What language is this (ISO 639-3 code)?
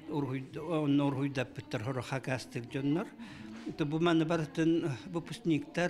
sah